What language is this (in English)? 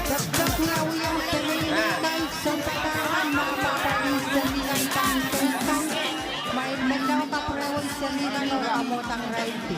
Pohnpeian